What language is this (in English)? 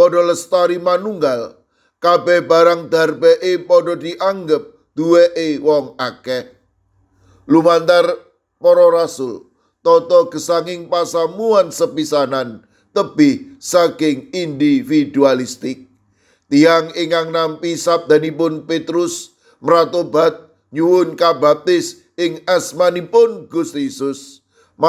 Javanese